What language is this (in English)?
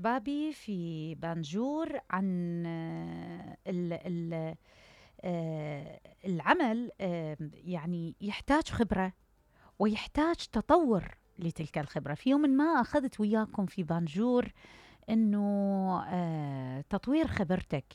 Mesopotamian Arabic